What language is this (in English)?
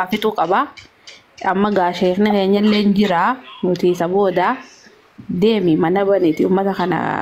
Oromo